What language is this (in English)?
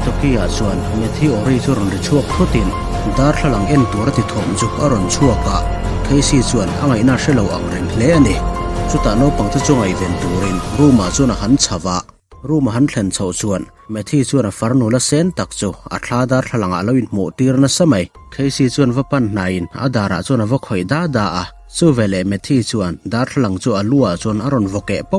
Mizo